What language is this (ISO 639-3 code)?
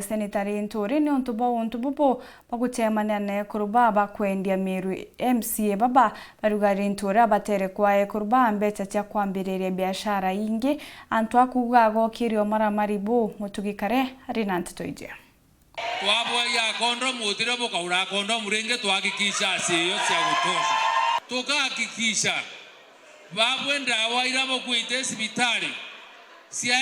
mer